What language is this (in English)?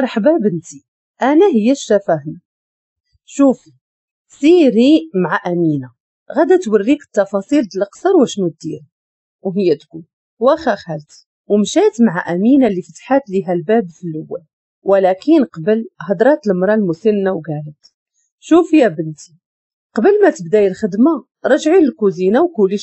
Moroccan Arabic